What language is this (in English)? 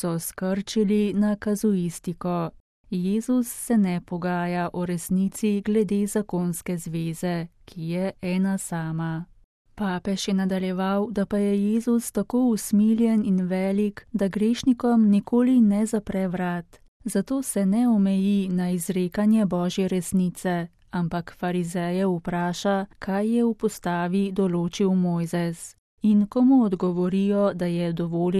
Slovenian